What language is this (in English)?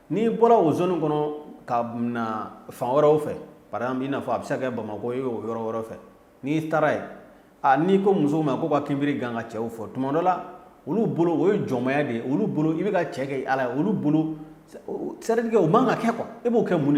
Bambara